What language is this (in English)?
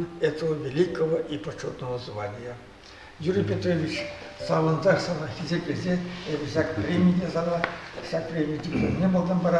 Chuvash